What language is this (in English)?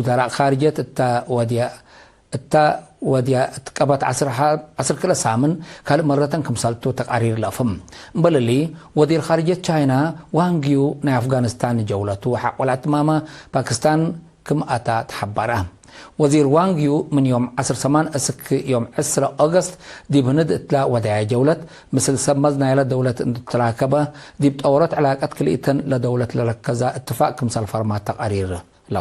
Tigre